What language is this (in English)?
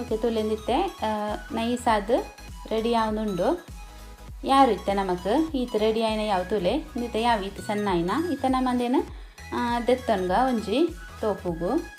Tulu